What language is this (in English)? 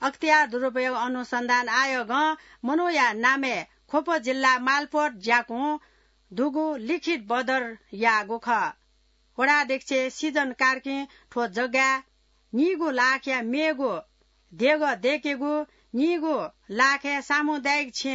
Newari